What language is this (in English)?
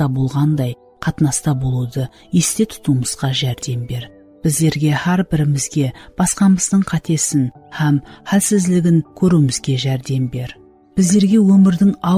Kara-Kalpak